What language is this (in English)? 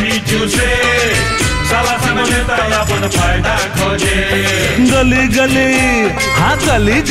Bhojpuri